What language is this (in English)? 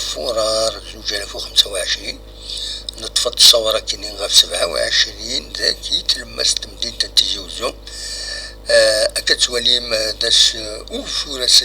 Kabyle